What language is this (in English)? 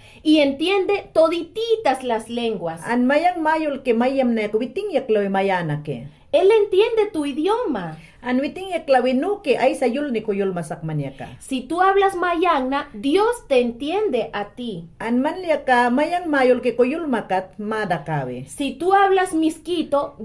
Mayangna